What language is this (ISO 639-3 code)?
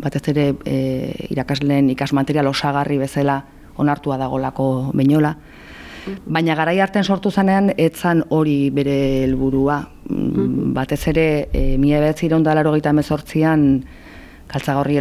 eus